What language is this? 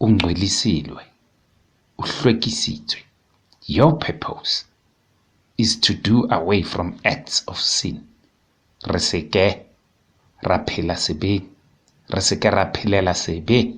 Southern Sotho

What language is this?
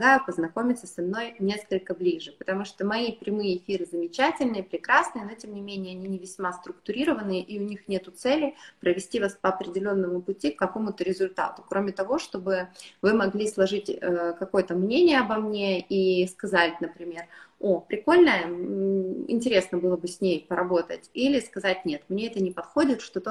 Russian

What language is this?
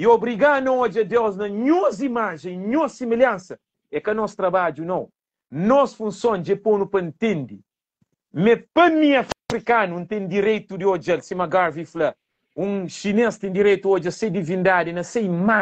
Kabuverdianu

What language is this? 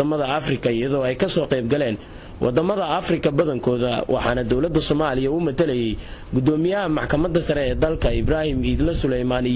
Somali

